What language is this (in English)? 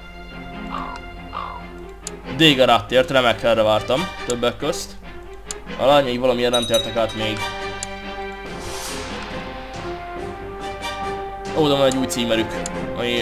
Hungarian